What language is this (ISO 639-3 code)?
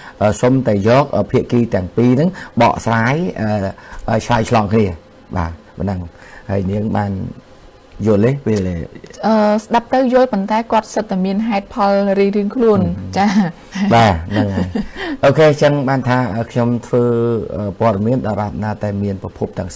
khm